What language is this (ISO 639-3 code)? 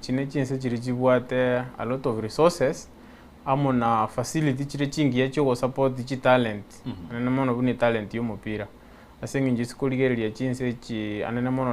guz